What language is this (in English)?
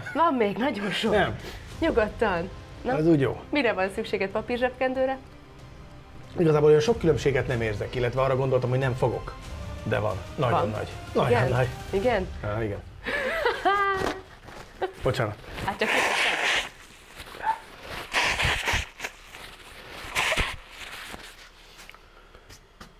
Hungarian